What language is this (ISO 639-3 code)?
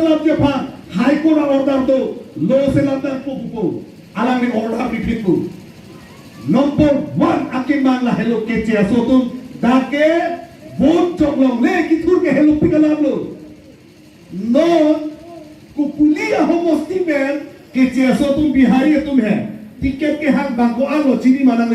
mjw